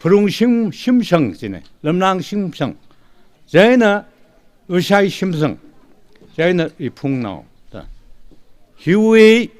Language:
Tangkhul Naga (India)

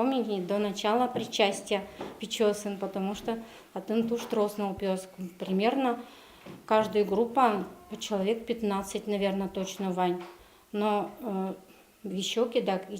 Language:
Udmurt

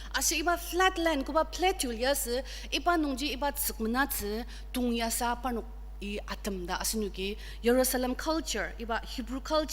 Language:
Ao Naga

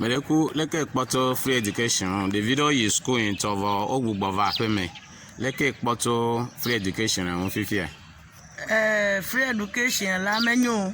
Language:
Ewe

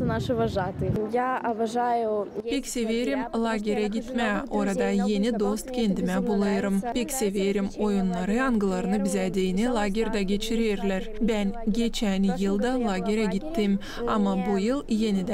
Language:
Gagauz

